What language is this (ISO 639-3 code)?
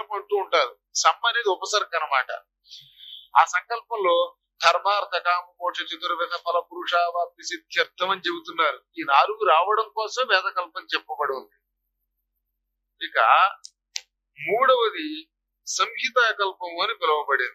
tel